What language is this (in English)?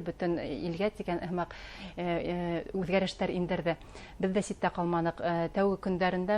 Bashkir